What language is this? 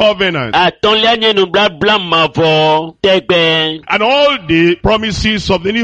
Ewe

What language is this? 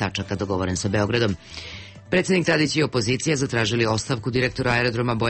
Serbian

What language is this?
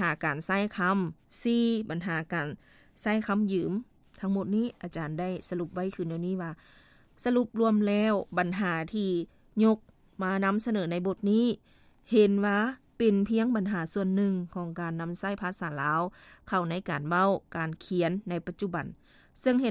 Lao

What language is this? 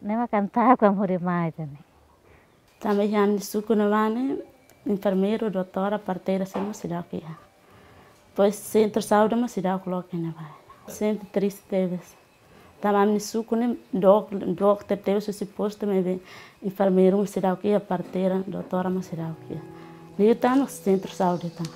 Tetum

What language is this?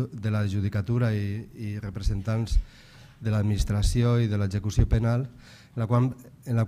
Catalan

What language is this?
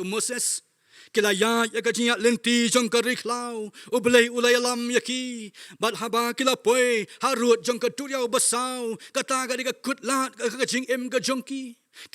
Khasi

